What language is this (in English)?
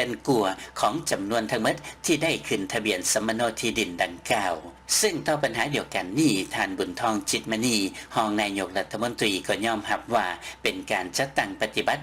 Lao